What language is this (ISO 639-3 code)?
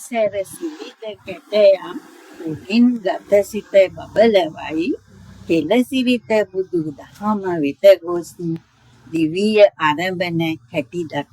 sin